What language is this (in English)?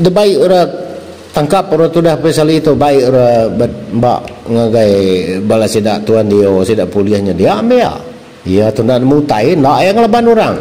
Iban